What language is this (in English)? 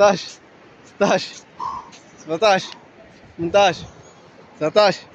Latvian